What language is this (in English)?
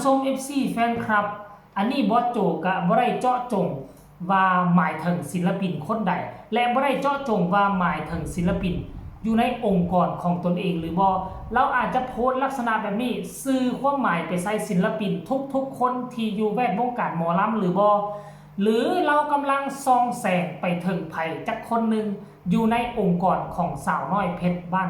Northeastern Thai